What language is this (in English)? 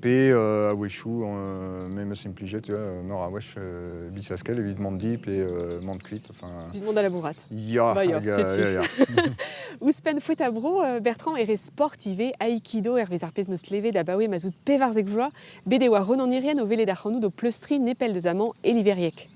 Breton